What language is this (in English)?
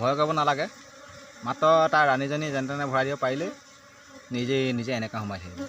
Assamese